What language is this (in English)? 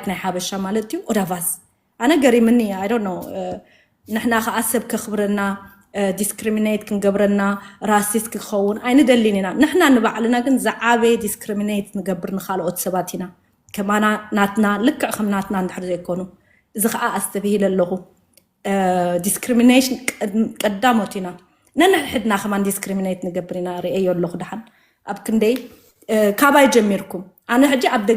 Tigrinya